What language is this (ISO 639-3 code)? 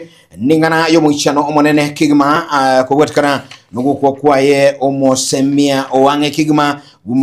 guz